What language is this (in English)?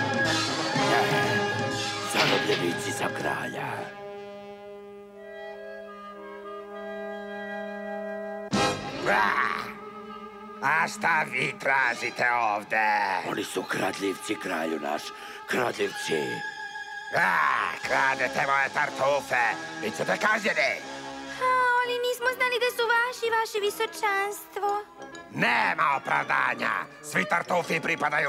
Serbian